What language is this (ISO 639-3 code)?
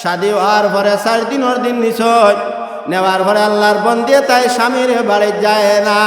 syl